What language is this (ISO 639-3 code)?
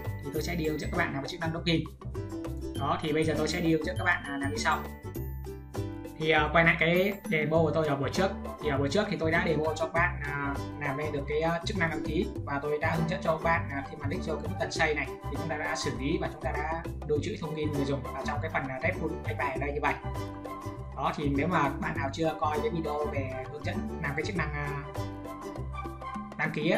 vie